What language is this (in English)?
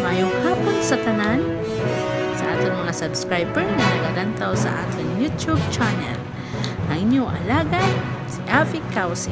Hiligaynon